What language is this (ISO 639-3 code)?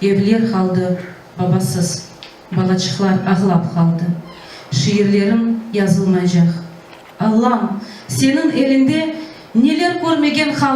crh